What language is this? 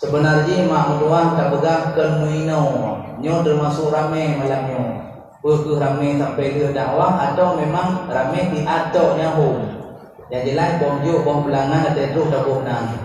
Achinese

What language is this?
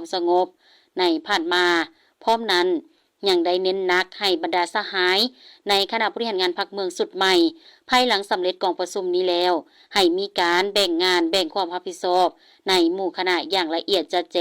Lao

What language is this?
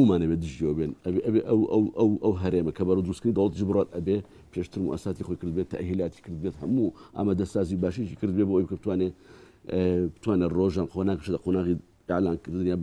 Central Kurdish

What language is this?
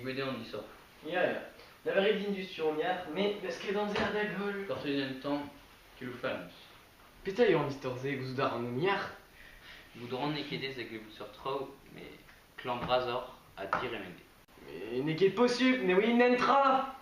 Breton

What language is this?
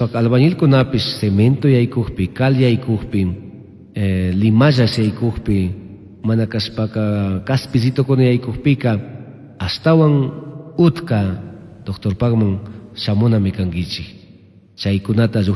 Chimborazo Highland Quichua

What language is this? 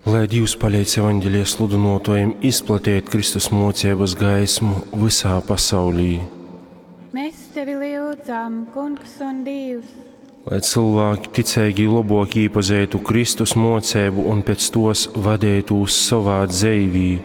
Latgalian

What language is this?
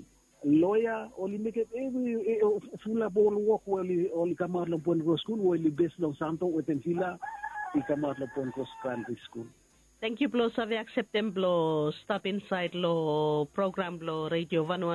Bislama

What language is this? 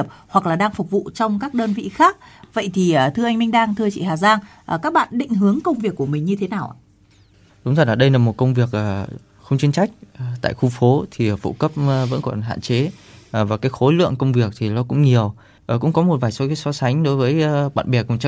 Vietnamese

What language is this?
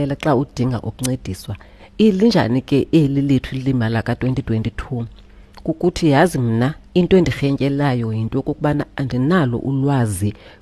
Xhosa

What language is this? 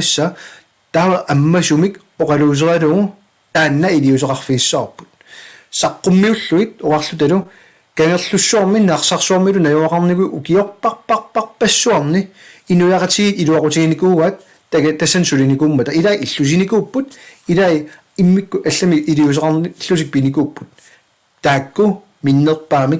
Kalaallisut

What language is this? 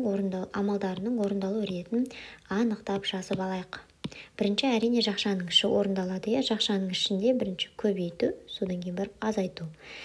Kazakh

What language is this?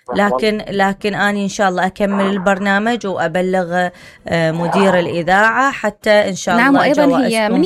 Mesopotamian Arabic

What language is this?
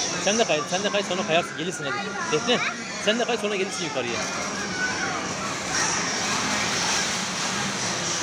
Turkish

